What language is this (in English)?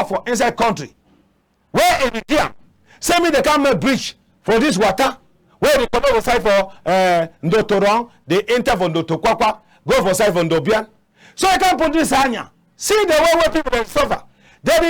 Cameroon Pidgin